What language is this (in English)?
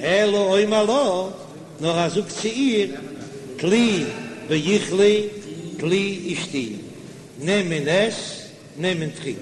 Yiddish